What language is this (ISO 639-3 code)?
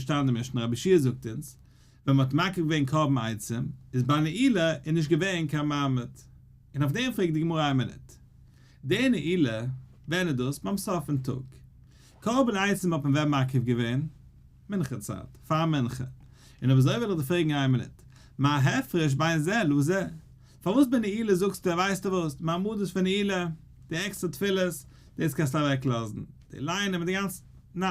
yid